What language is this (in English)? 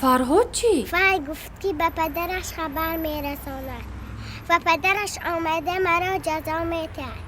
Tajik